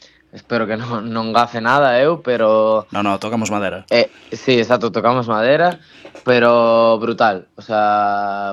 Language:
Galician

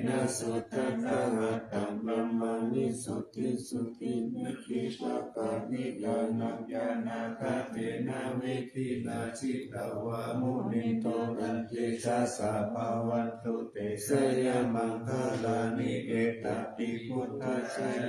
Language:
Pali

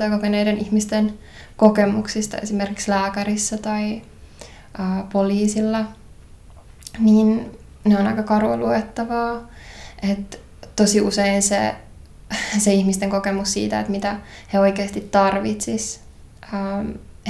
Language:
Finnish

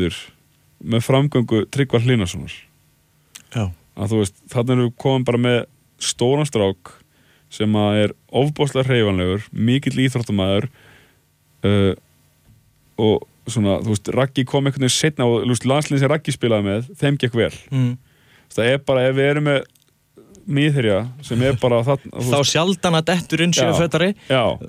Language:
Icelandic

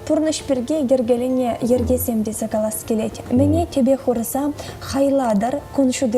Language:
Chuvash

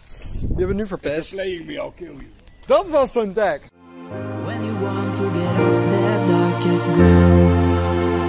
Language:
Dutch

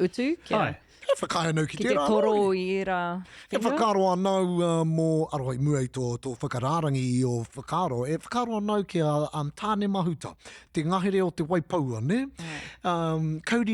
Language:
Māori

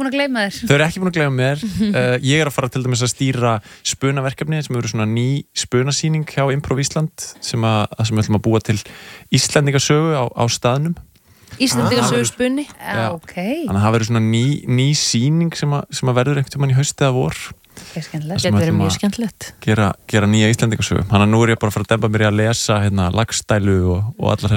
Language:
Icelandic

